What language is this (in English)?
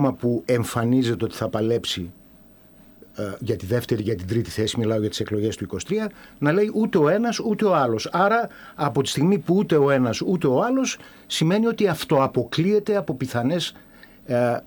Greek